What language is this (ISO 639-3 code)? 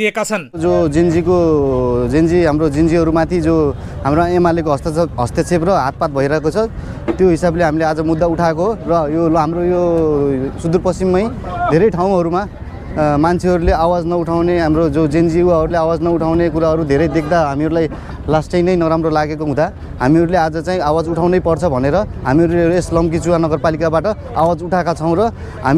nep